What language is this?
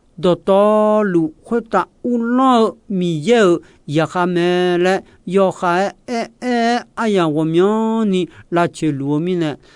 Akha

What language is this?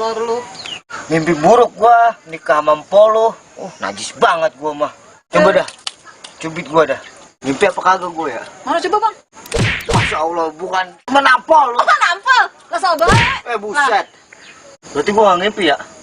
Betawi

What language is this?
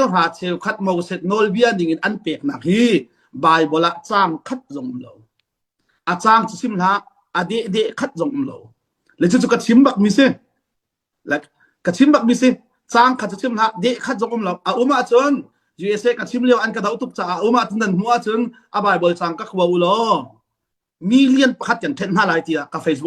Hakha Chin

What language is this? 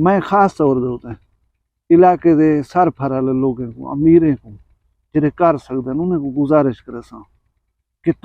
Saraiki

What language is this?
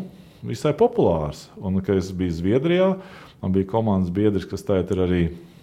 Latvian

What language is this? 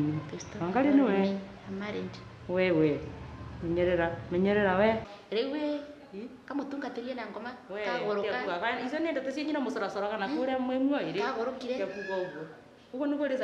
Kikuyu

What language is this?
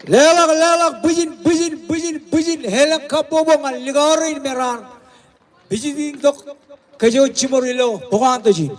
Marshallese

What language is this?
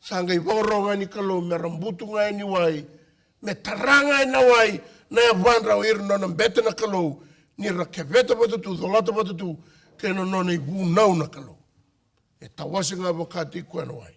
Fijian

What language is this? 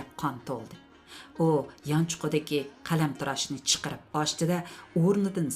Uyghur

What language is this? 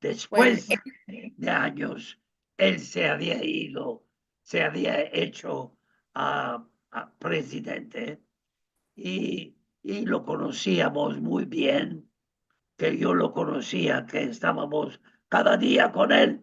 Ladino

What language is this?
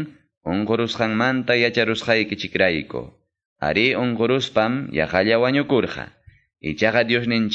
Quechua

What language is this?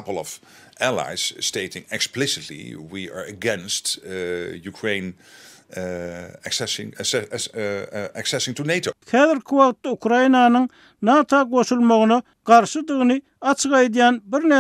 Turkmen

